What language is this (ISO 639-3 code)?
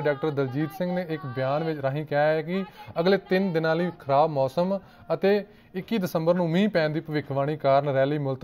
pan